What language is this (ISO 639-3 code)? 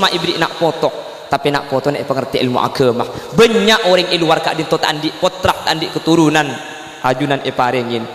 mad